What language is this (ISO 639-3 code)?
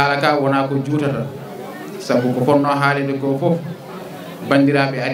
ful